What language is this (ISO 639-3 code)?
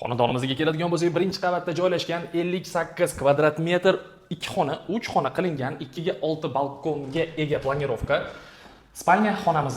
uzb